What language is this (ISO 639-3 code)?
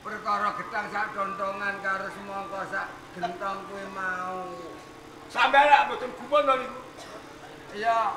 jav